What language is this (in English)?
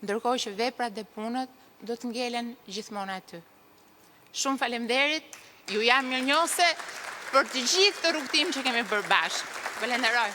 Albanian